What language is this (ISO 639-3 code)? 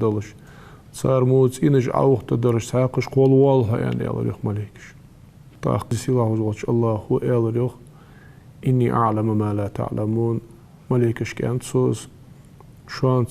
inh